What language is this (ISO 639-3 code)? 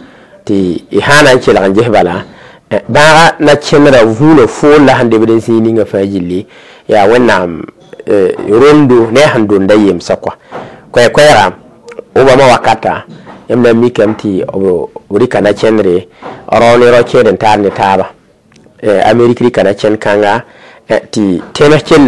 mos